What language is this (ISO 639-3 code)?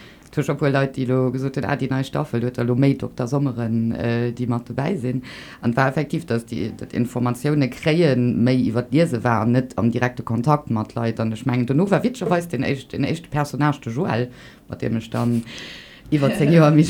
ltz